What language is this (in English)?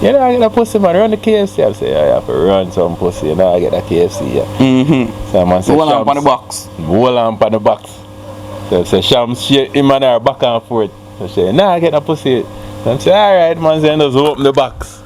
Jamaican Creole English